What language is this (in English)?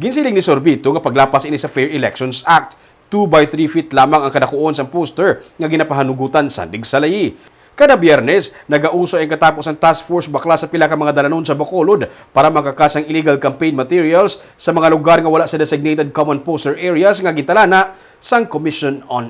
Hiligaynon